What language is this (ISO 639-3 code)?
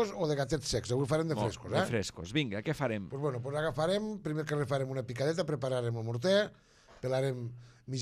cat